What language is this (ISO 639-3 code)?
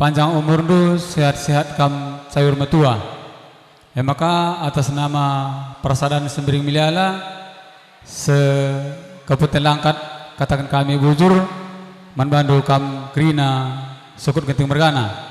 btx